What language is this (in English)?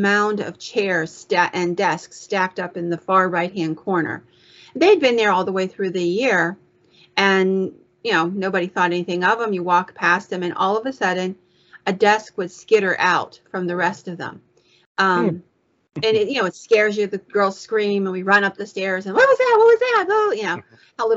English